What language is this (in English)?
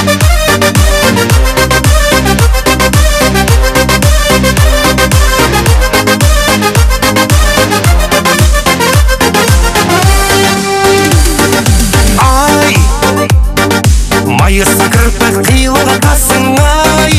Kazakh